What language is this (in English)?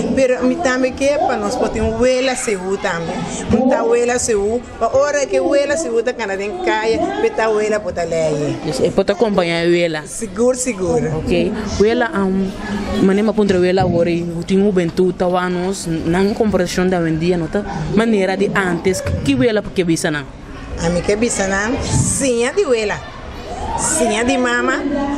Papiamento